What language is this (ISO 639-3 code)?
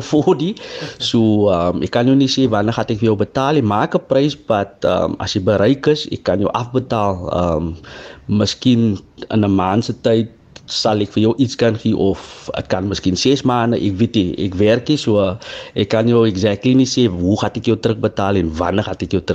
afr